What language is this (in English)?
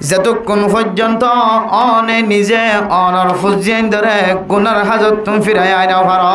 Rohingya